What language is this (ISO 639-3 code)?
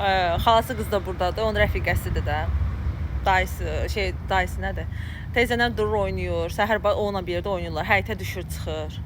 aze